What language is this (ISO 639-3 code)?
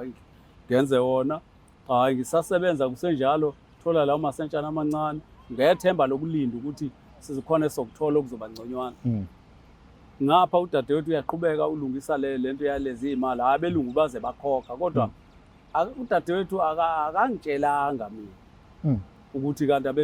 zul